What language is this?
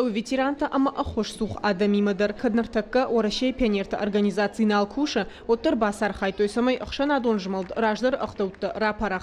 Ossetic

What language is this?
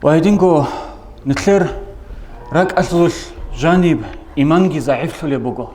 Avaric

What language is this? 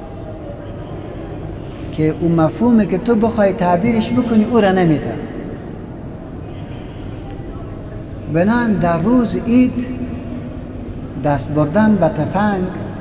Persian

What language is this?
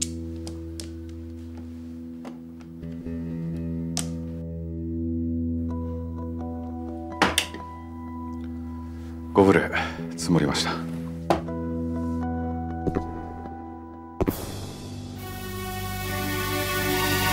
Japanese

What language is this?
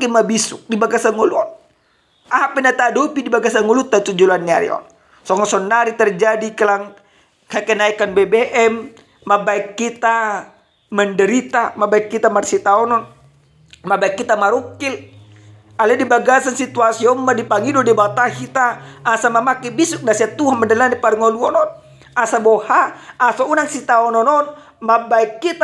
Batak Toba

